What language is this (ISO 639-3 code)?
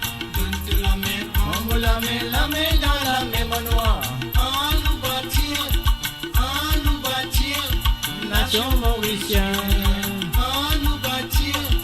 mfe